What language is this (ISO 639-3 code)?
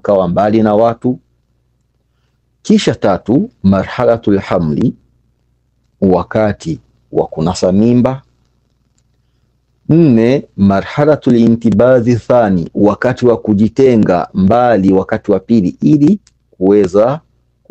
swa